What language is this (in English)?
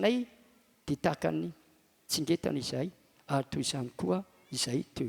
Malagasy